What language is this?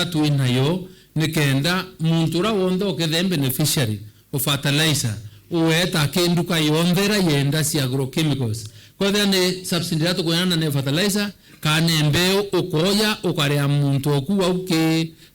Meru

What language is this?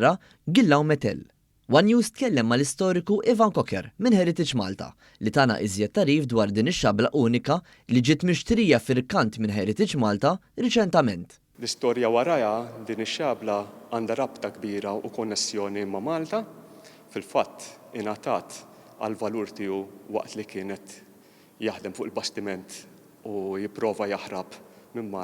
Maltese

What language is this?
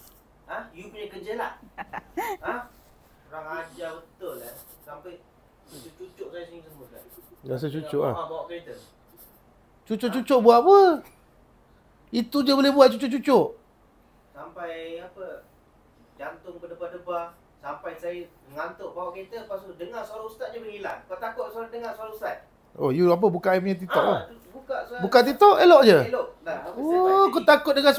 Malay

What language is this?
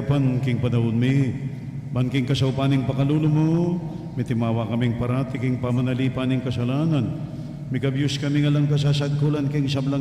Pampanga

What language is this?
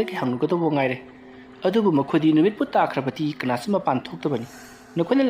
Manipuri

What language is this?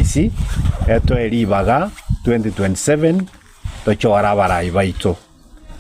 Gusii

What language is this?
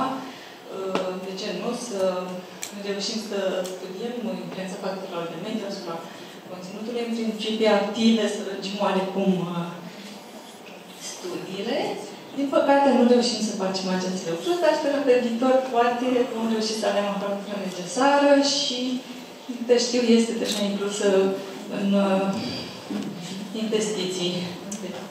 Romanian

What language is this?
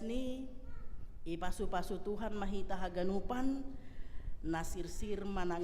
Batak Simalungun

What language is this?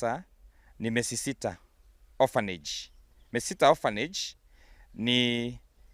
Gusii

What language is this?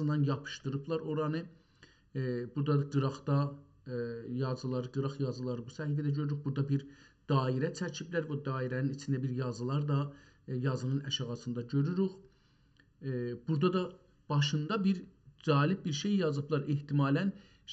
South Azerbaijani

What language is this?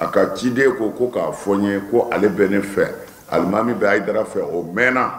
Bambara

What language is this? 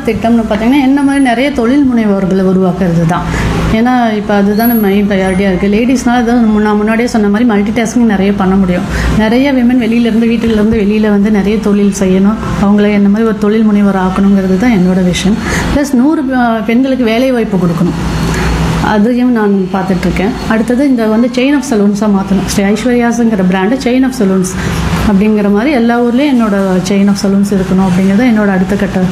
Tamil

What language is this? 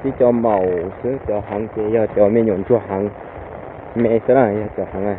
Hmong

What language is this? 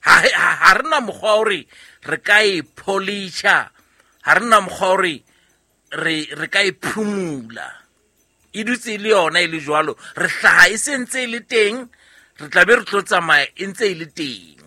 Southern Sotho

